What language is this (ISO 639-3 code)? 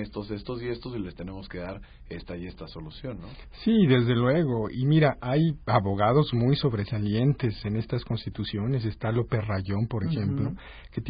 spa